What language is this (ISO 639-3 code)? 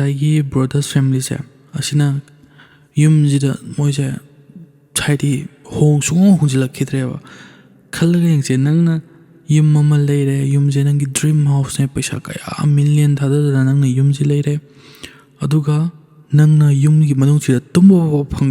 mni